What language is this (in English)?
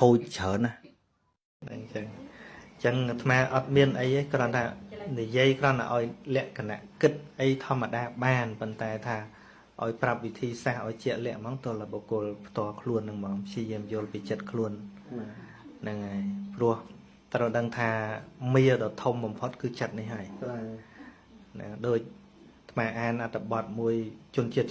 Khmer